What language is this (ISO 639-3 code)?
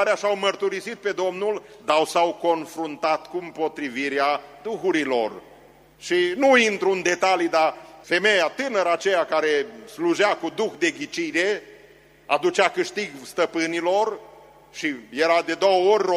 ron